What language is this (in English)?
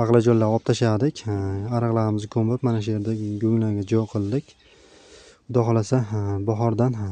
Uzbek